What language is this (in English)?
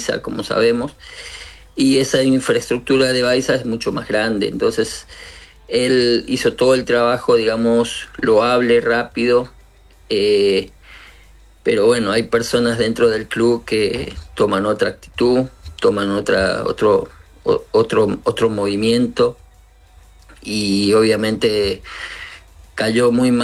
Spanish